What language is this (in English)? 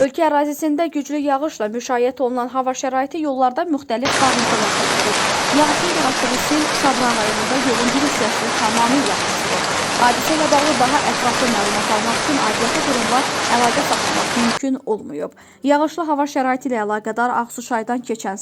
Azerbaijani